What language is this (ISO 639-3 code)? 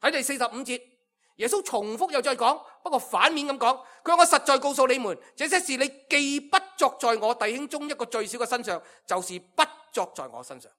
yue